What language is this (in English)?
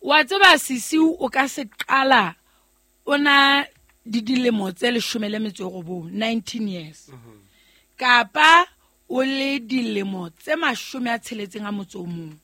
Southern Sotho